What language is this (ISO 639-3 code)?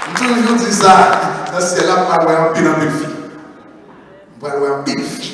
hat